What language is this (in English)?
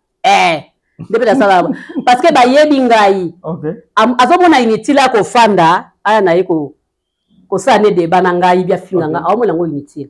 Lingala